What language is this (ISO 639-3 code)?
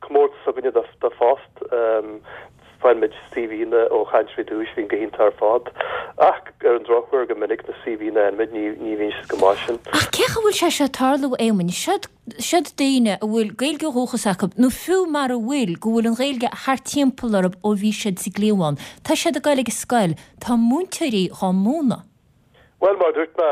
gle